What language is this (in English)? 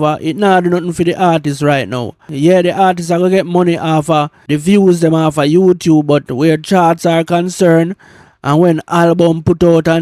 Jamaican Creole English